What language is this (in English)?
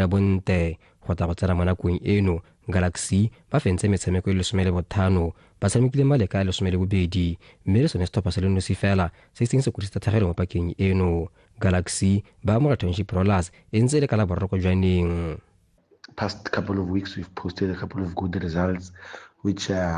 Tswana